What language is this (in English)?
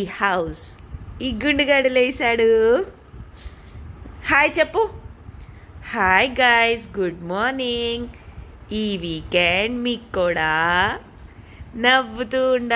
Telugu